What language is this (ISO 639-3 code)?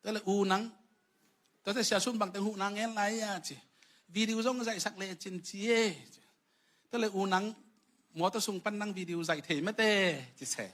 ctd